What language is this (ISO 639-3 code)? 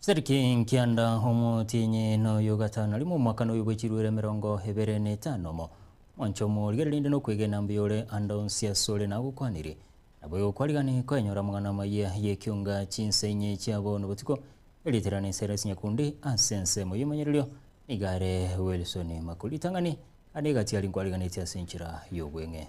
guz